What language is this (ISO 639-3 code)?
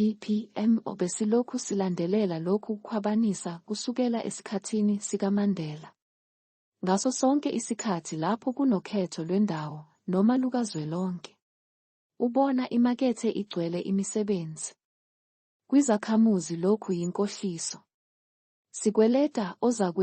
zul